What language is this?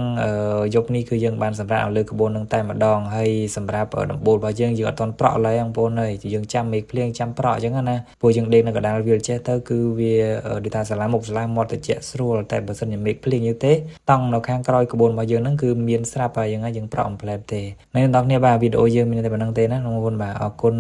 Khmer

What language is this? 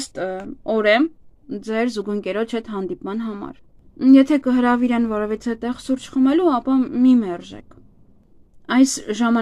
Armenian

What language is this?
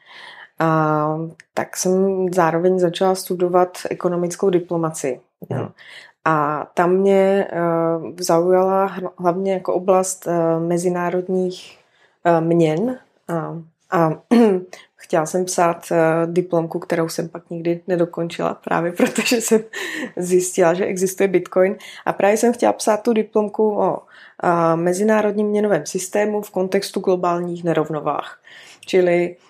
Czech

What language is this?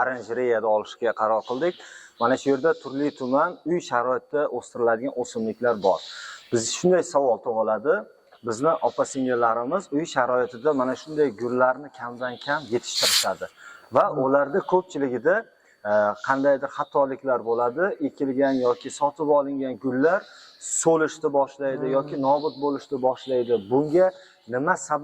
Uzbek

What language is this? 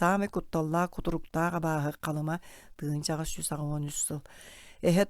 Yakut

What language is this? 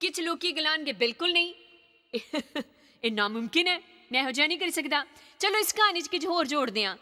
Dogri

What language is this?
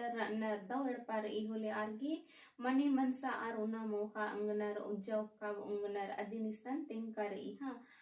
Kurukh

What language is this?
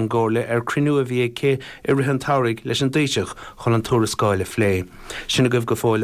Irish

